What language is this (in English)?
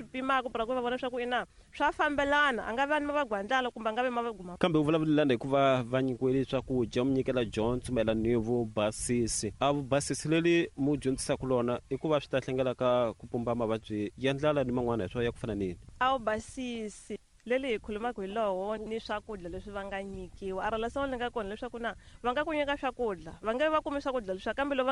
Tsonga